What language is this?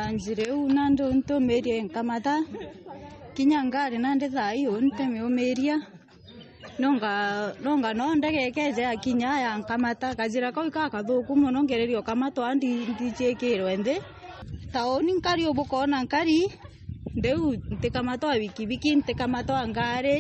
Meru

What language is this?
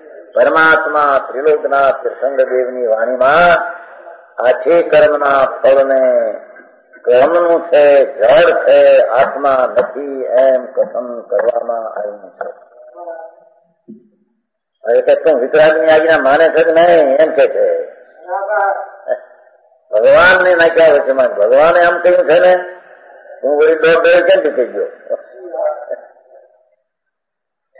Gujarati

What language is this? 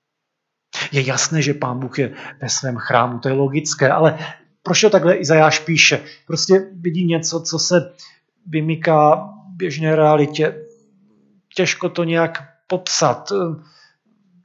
Czech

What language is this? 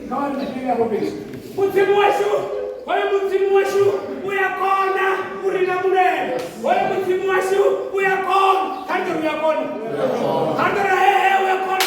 Venda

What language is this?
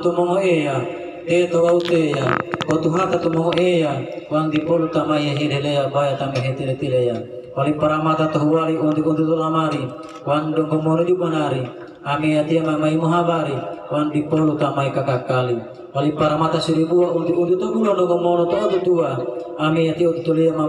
Gorontalo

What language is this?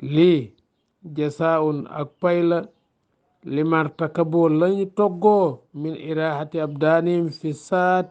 Wolof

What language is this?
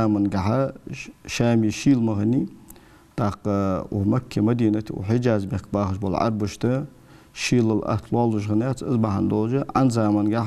Ingush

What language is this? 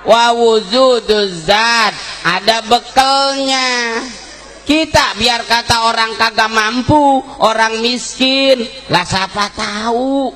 Betawi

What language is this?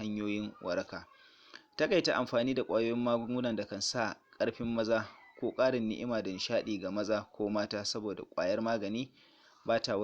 Hausa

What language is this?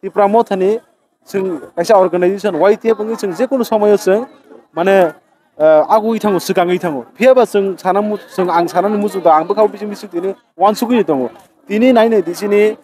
Kok Borok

